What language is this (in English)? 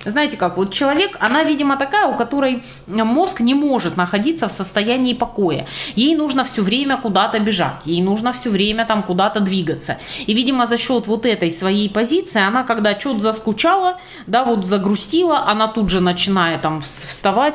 Russian